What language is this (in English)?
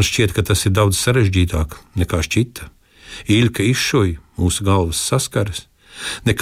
Latvian